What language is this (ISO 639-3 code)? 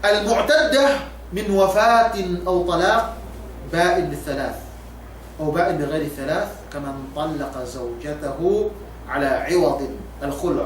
yka